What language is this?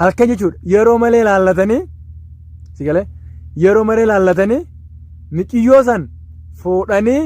Oromo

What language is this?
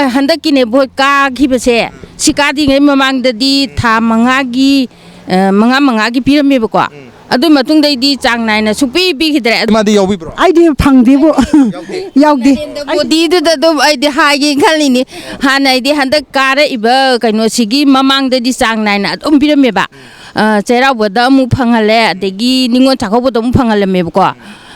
Manipuri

